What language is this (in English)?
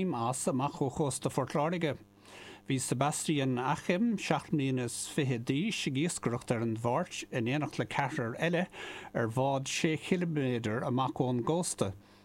Irish